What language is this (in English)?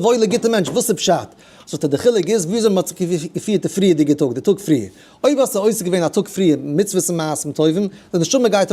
Yiddish